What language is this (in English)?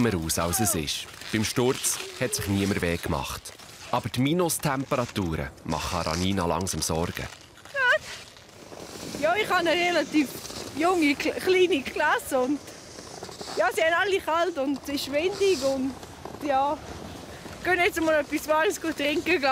Swiss German